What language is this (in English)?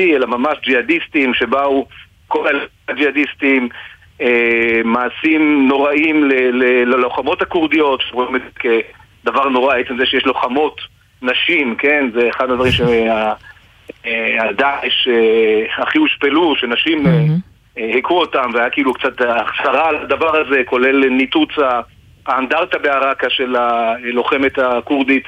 Hebrew